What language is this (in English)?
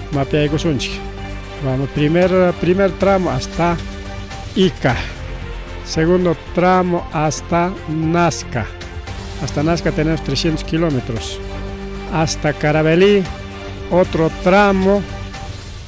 Ayacucho Quechua